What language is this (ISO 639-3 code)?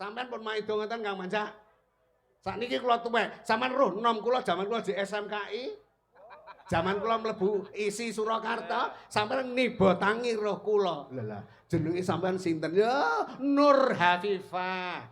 jav